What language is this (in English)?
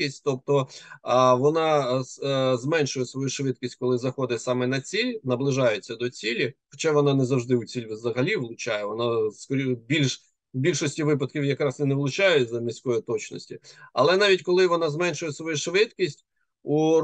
Ukrainian